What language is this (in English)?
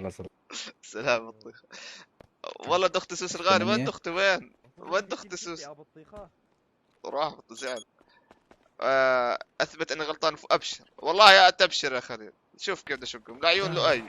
North Levantine Arabic